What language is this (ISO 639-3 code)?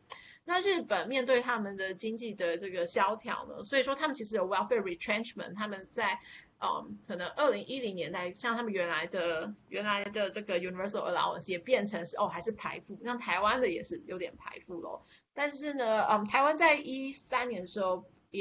zho